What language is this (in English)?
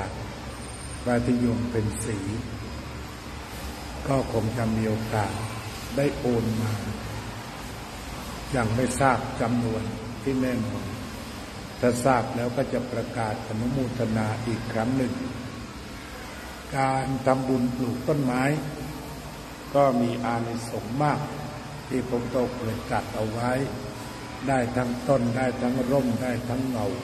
Thai